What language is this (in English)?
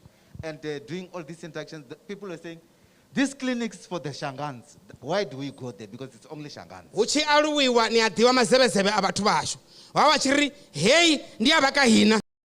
Venda